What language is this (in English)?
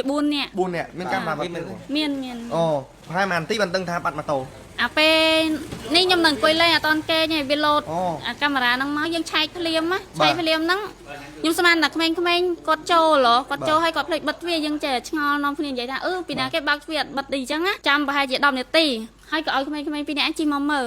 Khmer